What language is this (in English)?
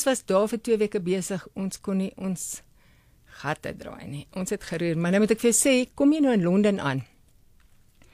Afrikaans